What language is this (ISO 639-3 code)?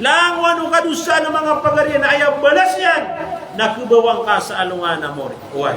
mrw